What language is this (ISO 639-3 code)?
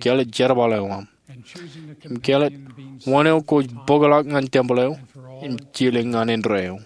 mah